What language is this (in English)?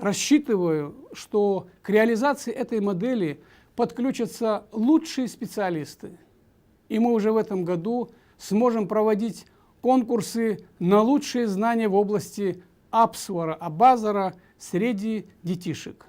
Abkhazian